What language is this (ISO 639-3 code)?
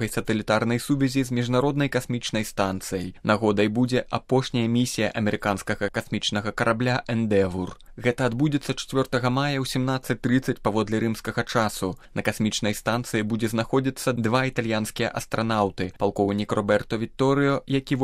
bel